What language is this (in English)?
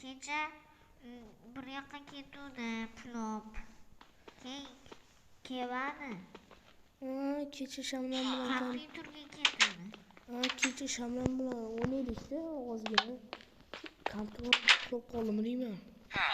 Uzbek